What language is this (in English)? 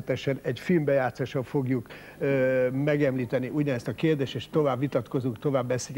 Hungarian